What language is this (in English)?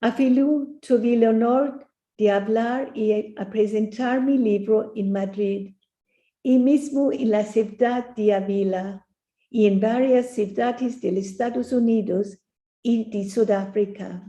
Ladino